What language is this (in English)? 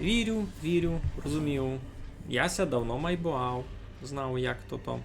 Rusyn